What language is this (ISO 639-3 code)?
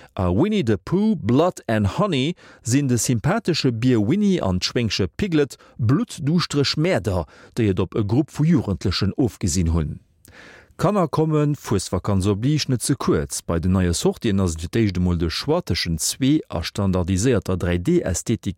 ltz